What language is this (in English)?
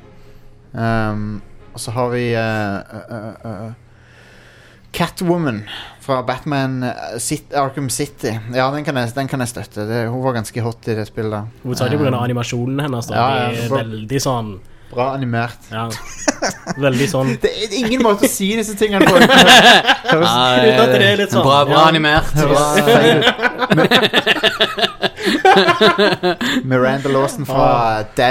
Norwegian